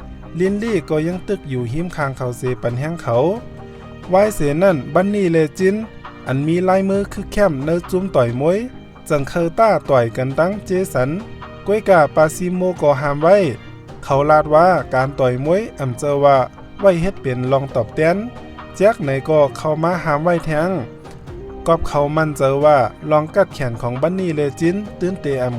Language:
Shan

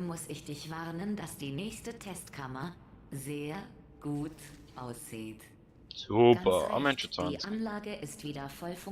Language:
Swiss German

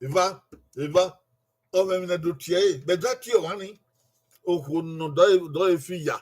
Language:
Bini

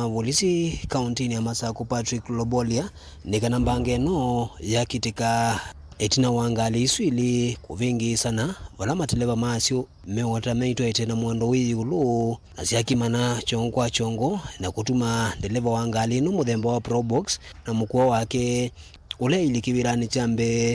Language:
Kamba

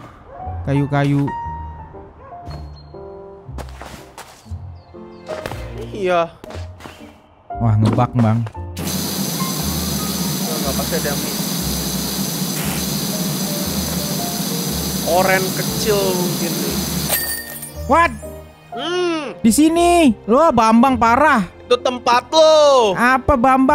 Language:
Indonesian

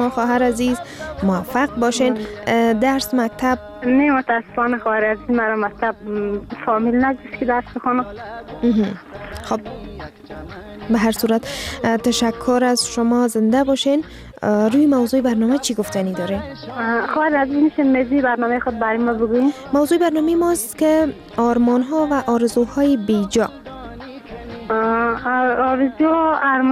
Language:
Persian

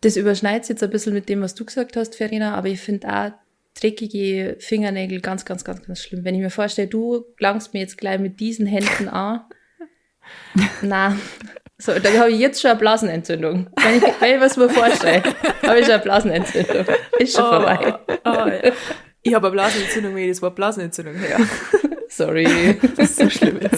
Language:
Bavarian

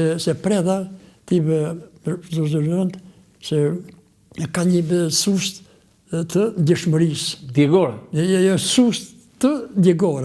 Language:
Albanian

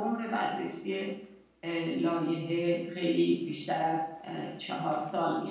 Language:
Persian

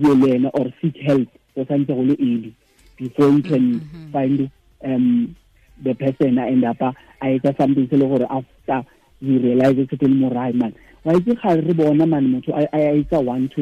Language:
Tswana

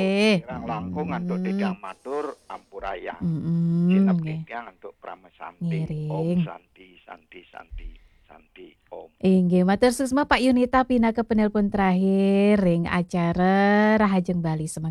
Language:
Balinese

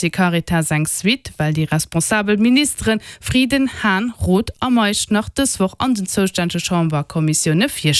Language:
Luxembourgish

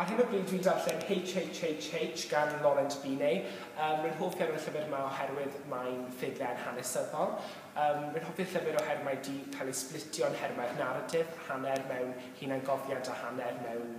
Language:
Welsh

